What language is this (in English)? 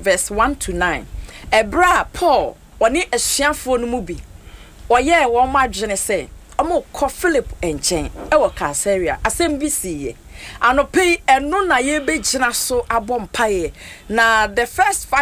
Akan